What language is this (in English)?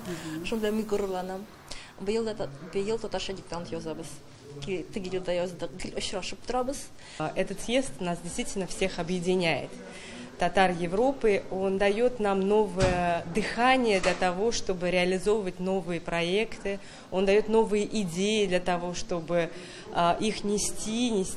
Tatar